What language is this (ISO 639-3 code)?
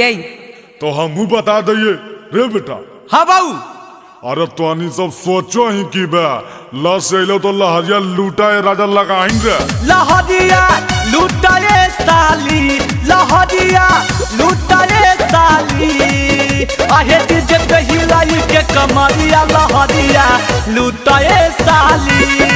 mag